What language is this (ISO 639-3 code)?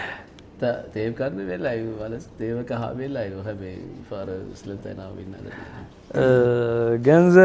tir